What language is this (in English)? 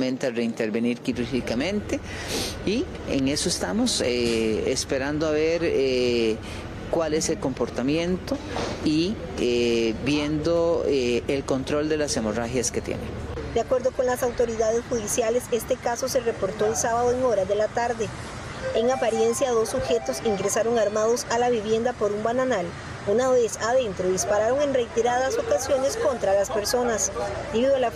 Spanish